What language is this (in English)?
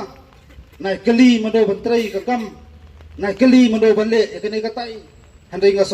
Khasi